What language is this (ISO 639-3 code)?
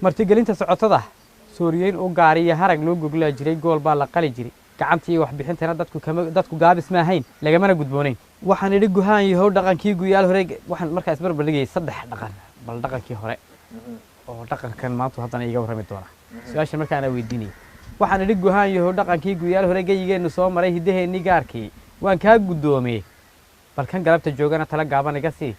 som